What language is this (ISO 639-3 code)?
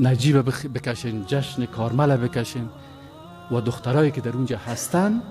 fas